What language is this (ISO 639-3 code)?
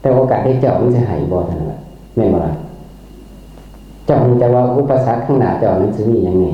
tts